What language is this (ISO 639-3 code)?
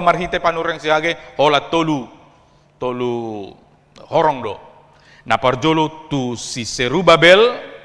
bbc